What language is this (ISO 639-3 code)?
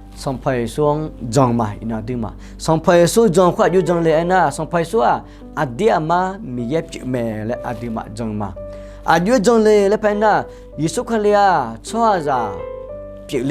ahk